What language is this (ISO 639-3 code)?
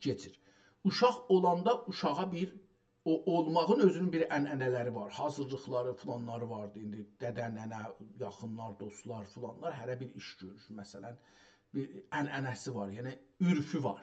azb